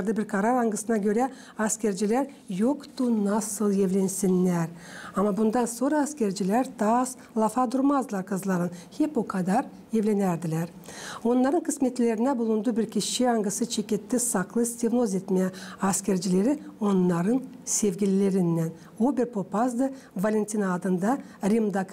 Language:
Gagauz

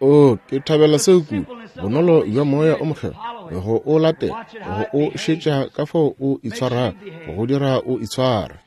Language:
Northern Sotho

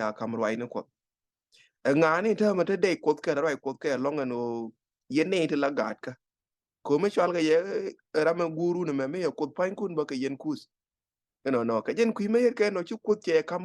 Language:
Nuer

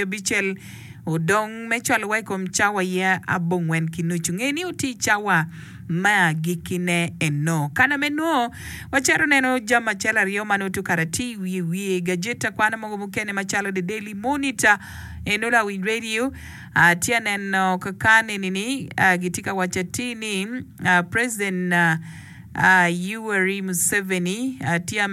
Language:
Acoli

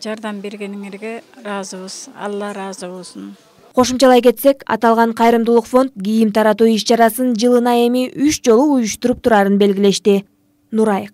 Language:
Kyrgyz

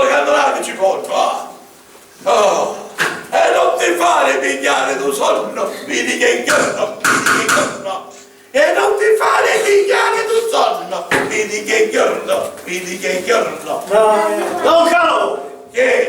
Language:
Sicilian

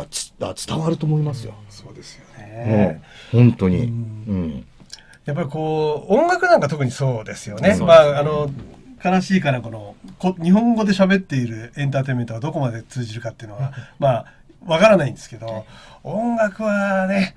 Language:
Japanese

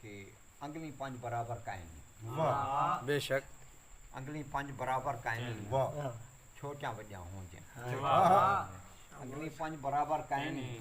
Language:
Saraiki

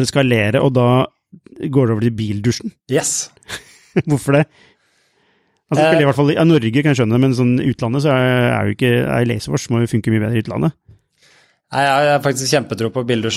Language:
Norwegian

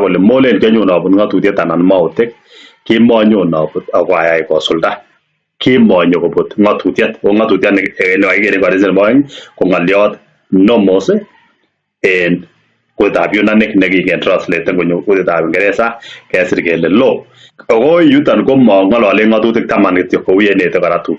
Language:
Kalenjin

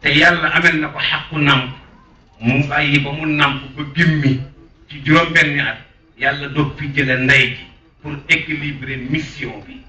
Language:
Wolof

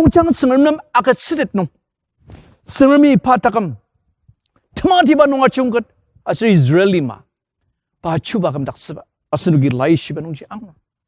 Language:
Ao Naga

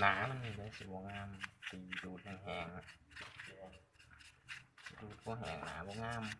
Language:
Lao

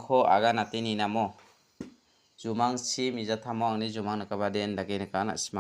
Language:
Garo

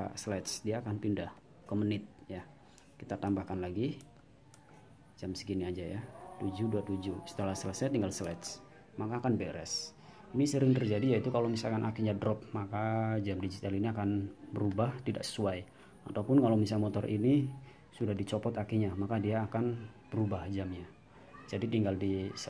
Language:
Indonesian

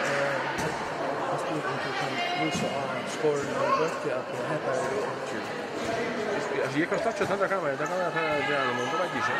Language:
Faroese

